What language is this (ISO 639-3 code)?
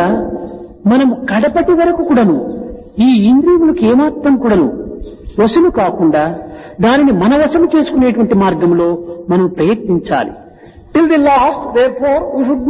tel